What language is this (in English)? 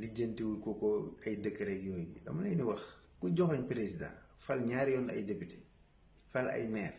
Wolof